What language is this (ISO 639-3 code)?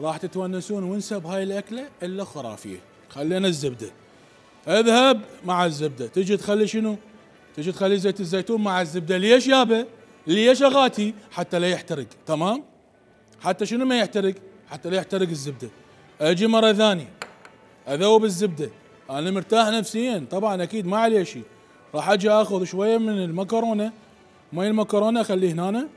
acm